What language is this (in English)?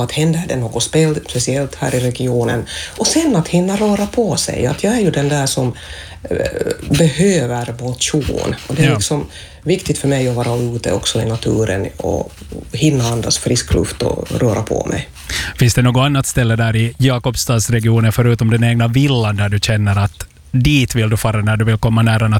Swedish